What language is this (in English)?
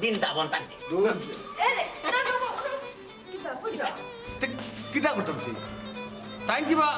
Sylheti